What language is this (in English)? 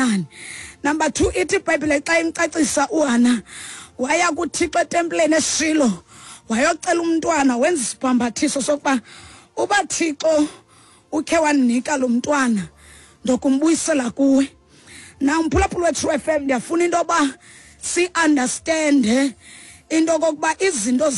Xhosa